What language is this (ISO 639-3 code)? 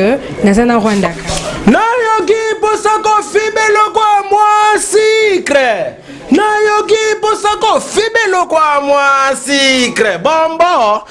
lin